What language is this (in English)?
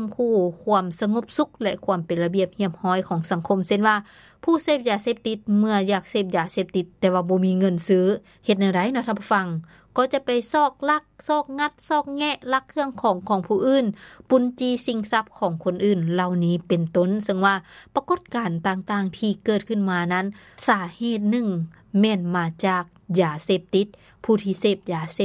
Lao